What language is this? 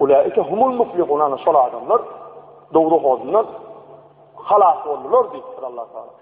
Turkmen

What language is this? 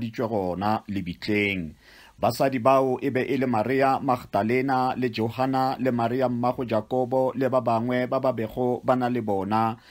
Northern Sotho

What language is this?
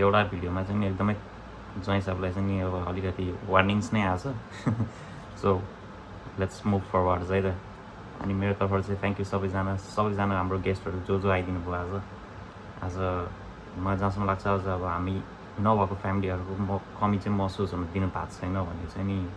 Nepali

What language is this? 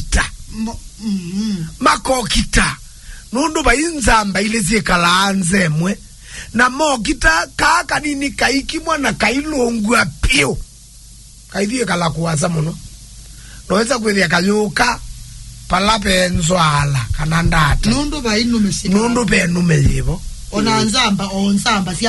Kamba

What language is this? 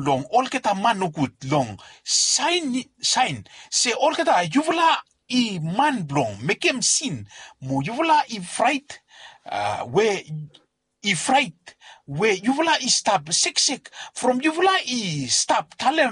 Bislama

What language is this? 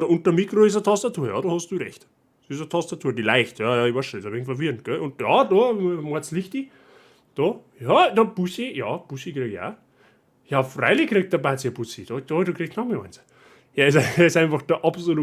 Bavarian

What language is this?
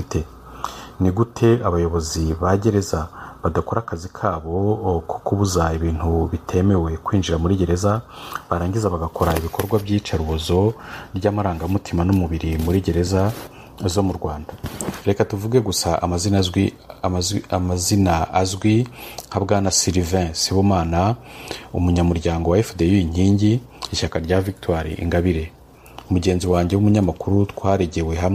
Kinyarwanda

